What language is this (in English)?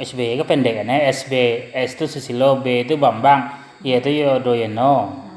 Minangkabau